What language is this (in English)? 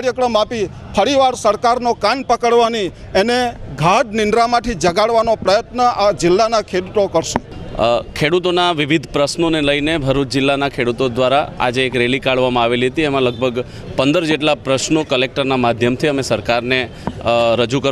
Gujarati